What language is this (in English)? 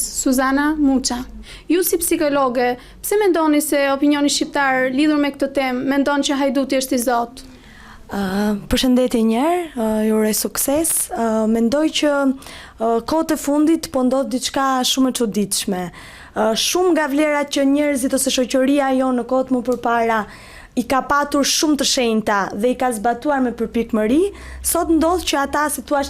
Albanian